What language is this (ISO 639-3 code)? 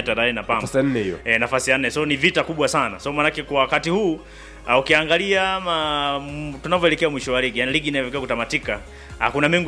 swa